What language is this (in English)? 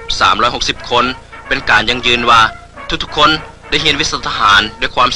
Lao